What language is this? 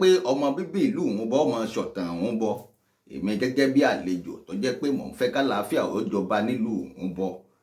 Yoruba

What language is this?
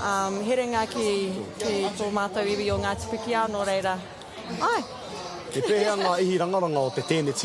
Māori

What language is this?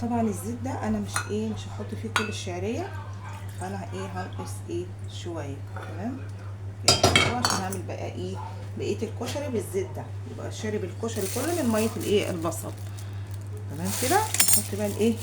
Egyptian Arabic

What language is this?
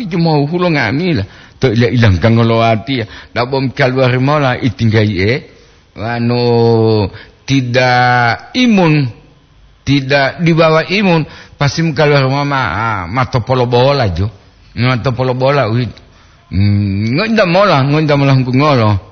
Gorontalo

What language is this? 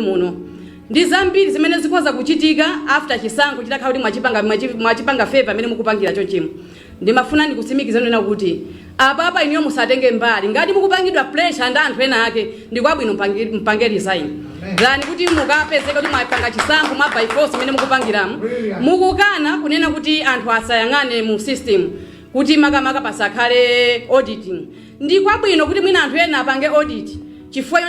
Nyanja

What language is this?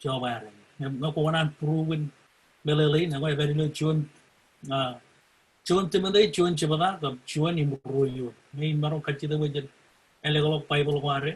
Marshallese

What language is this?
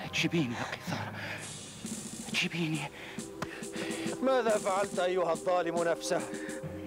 Arabic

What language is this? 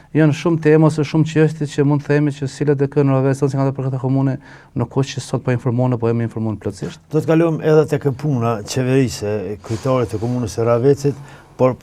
Albanian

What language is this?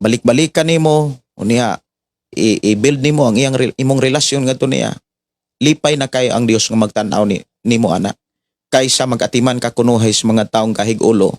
Cebuano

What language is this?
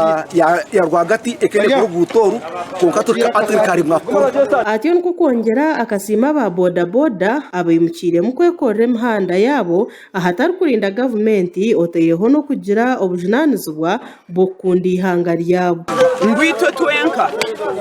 Nyankole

